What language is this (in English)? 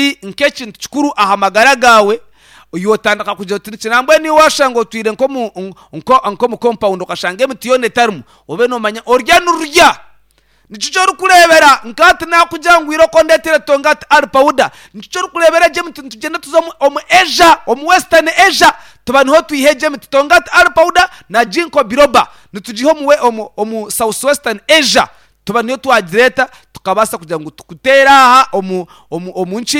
Nyankole